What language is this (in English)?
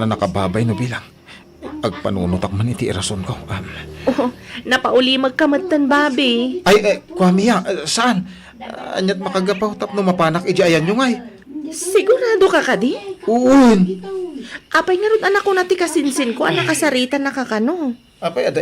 Iloko